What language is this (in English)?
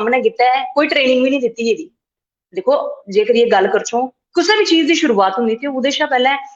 Dogri